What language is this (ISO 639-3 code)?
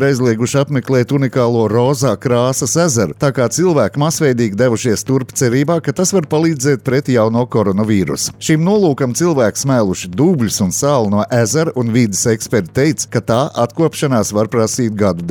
lav